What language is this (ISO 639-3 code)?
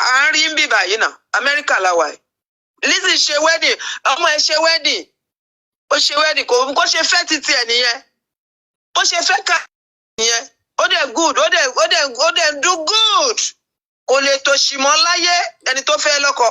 yor